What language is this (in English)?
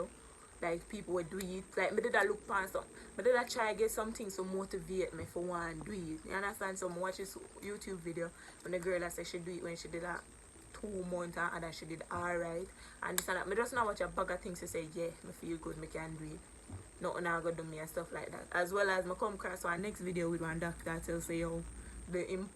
Jamaican Creole English